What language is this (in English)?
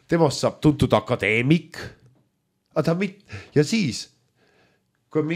Estonian